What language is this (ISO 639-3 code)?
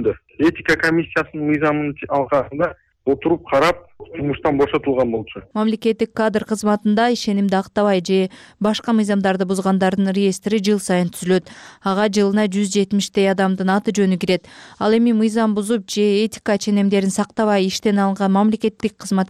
kir